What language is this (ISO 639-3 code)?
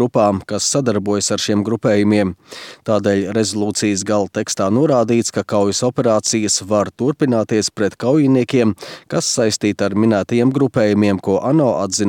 lav